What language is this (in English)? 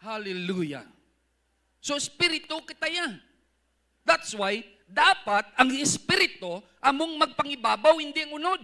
Hiligaynon